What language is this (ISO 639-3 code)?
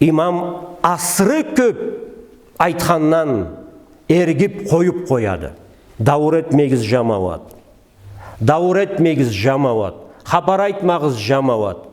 krc